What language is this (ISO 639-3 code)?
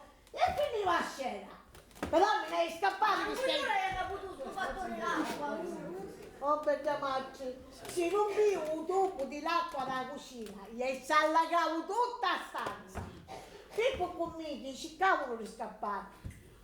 scn